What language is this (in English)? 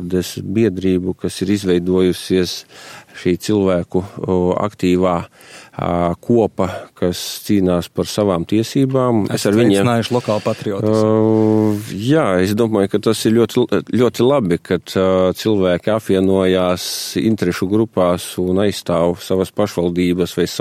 Latvian